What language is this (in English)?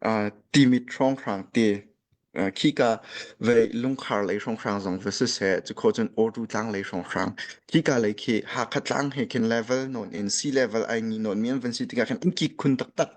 Hakha Chin